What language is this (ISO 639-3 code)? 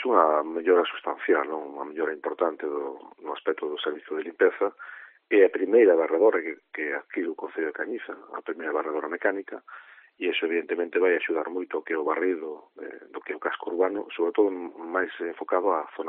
glg